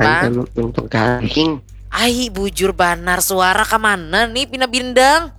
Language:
Banjar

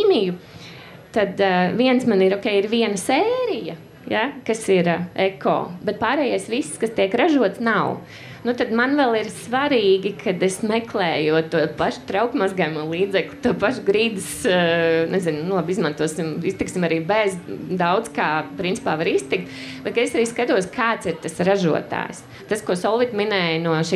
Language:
Latvian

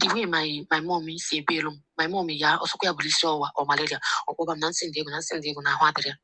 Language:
Igbo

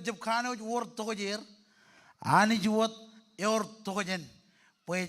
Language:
Marshallese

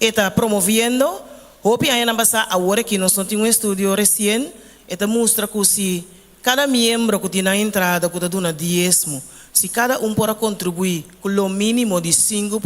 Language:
Papiamento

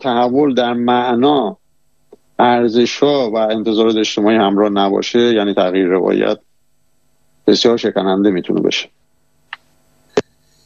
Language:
Persian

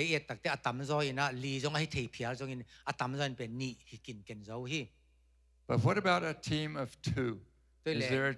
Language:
Tedim Chin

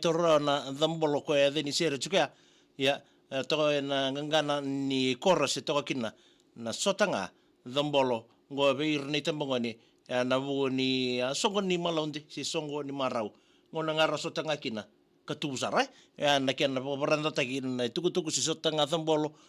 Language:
Fijian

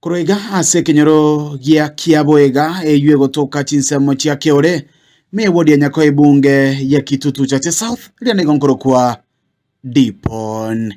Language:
Gusii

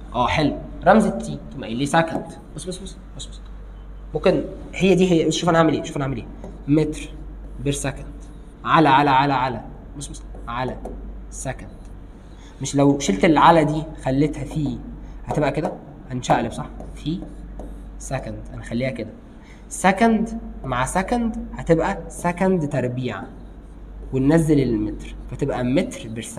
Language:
Egyptian Arabic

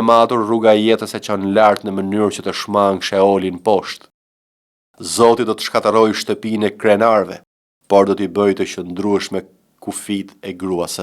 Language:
Albanian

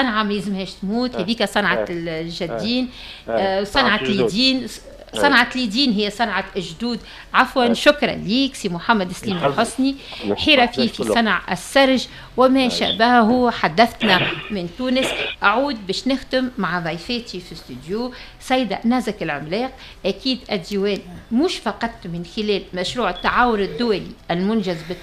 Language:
Tunisian Arabic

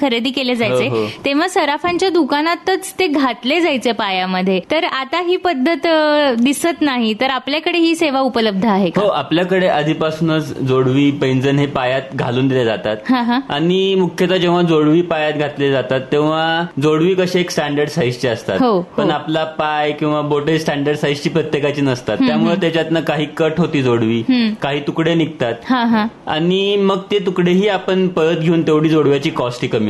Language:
Marathi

